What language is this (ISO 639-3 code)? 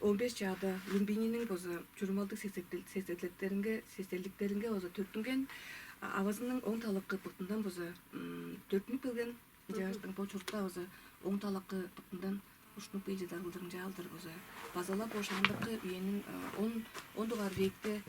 tyv